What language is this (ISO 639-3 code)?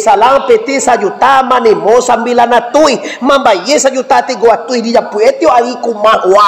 min